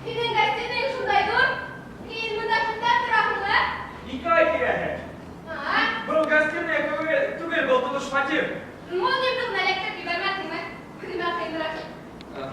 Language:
Bashkir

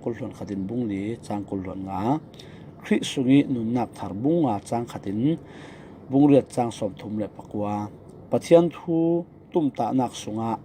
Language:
Falam Chin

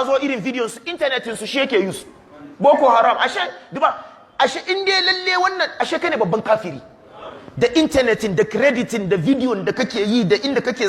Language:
Hausa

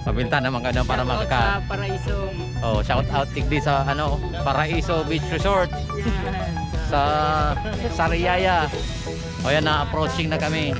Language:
Bikol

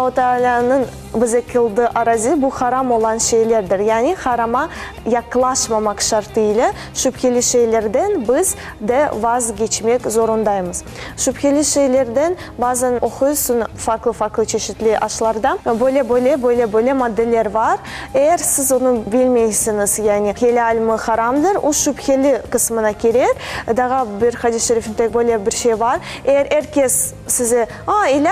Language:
Crimean Tatar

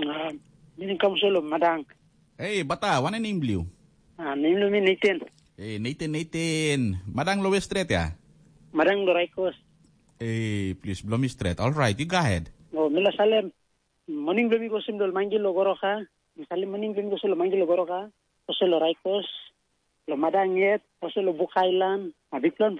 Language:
Tok Pisin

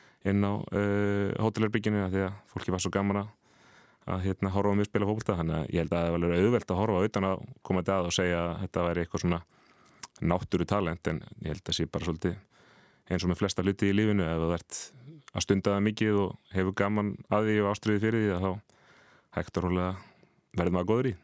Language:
Icelandic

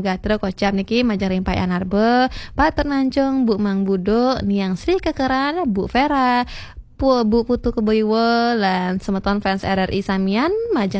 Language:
Balinese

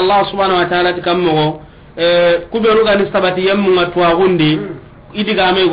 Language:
Soninke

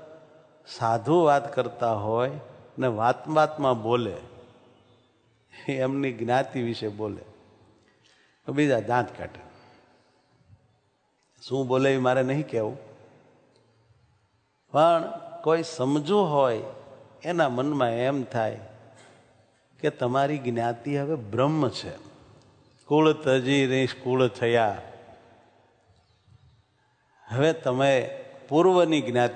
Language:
Gujarati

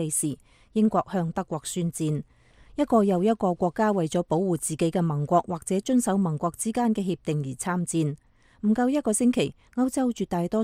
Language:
Cantonese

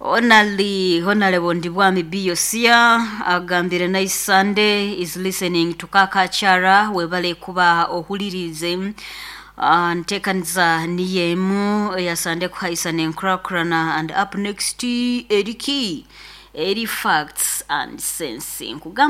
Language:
Nyoro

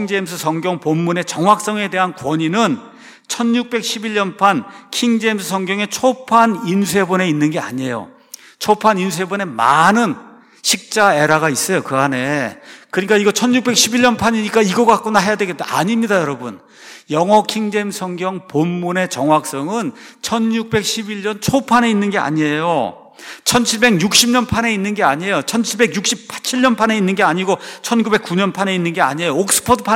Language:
Korean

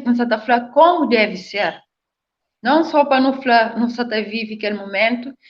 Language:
Kabuverdianu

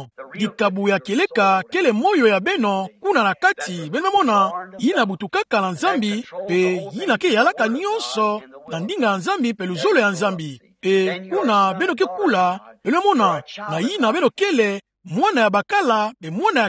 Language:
Kituba (Democratic Republic of Congo)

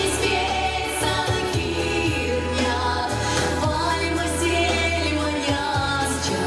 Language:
Erzya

